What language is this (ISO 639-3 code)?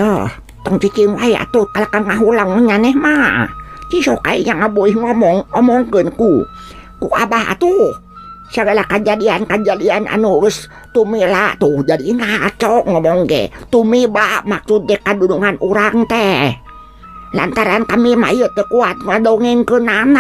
sun